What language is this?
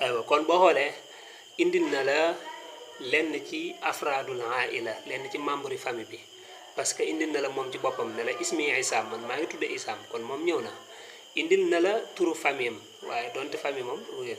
Wolof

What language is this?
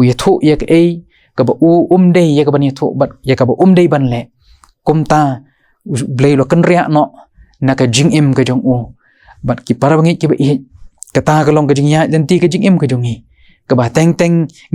Khasi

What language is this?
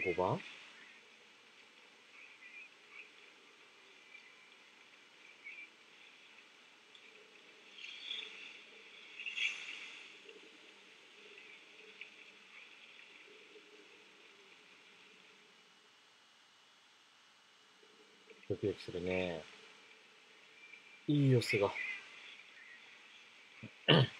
Japanese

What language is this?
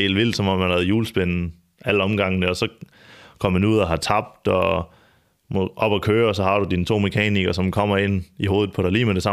Danish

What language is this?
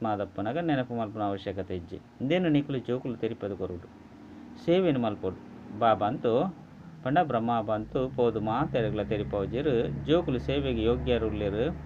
Tulu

